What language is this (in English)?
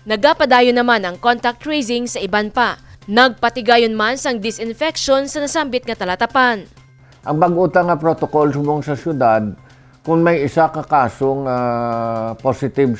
Hiligaynon